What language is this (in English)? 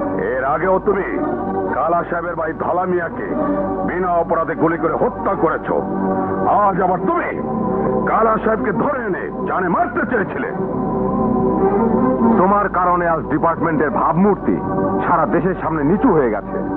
Bangla